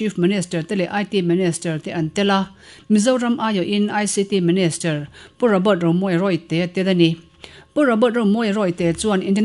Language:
Mizo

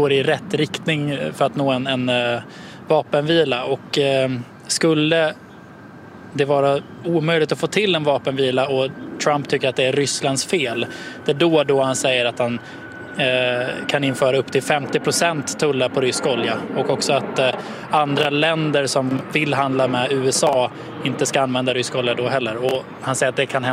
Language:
Swedish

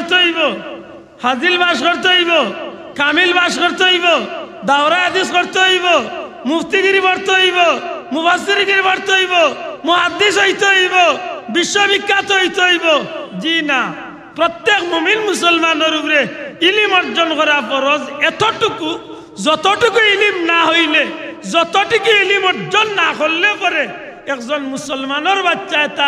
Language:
Sylheti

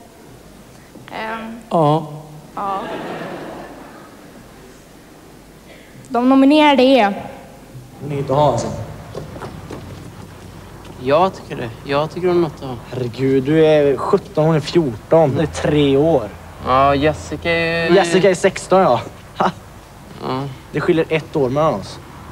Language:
Swedish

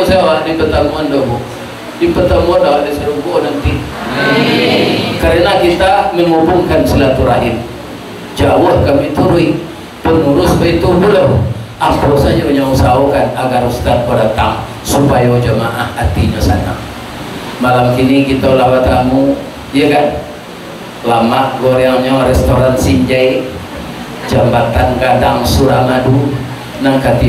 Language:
Minangkabau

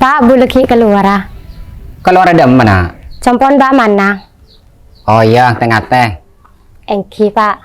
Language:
Madurese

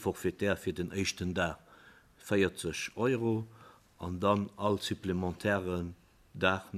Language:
Luxembourgish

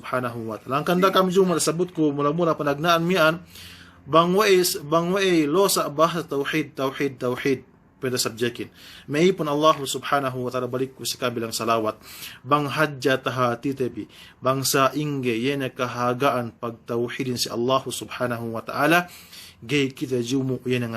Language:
Yakan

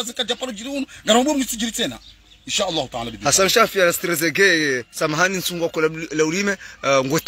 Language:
Swahili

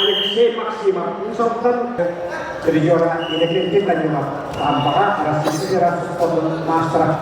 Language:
Yakut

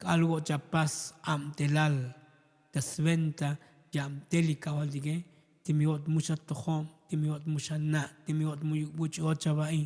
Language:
Tzotzil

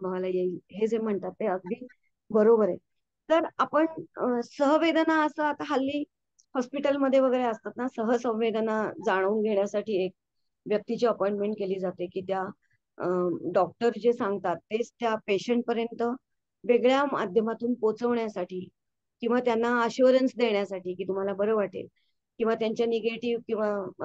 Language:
Marathi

